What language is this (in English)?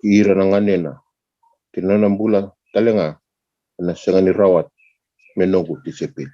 Fijian